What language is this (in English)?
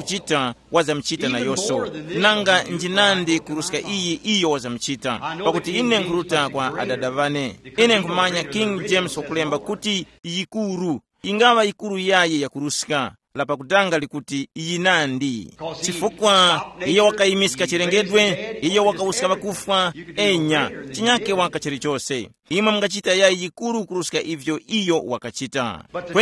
Tumbuka